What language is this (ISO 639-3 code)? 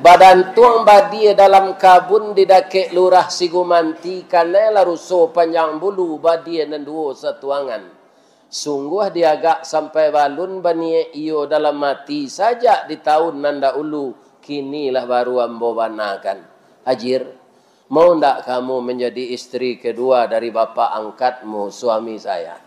min